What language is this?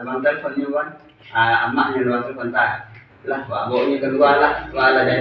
Minangkabau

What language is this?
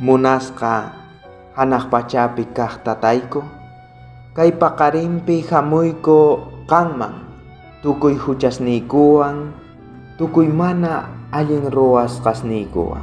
South Bolivian Quechua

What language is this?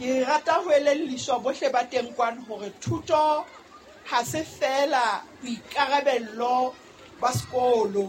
Southern Sotho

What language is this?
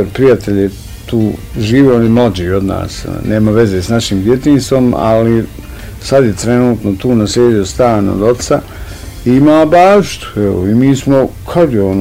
Bosnian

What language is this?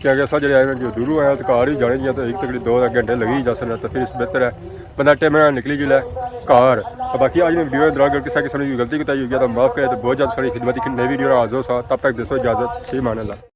Pahari-Potwari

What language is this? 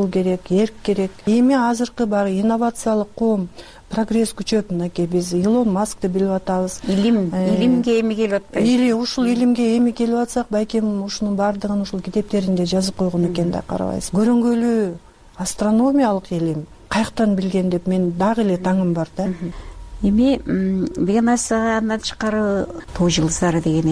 Kyrgyz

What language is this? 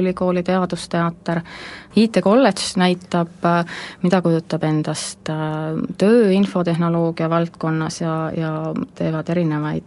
Estonian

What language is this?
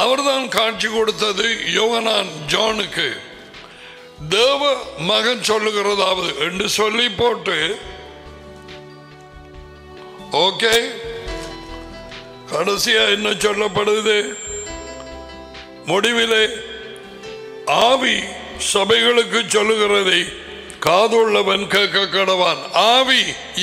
Tamil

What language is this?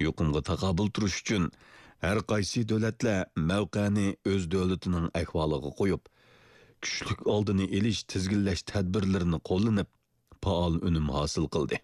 Uyghur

